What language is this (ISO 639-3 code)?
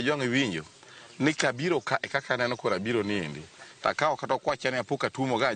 luo